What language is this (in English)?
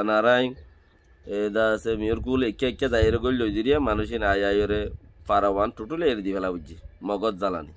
Rohingya